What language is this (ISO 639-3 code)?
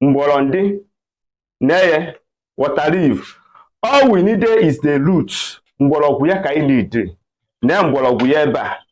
ibo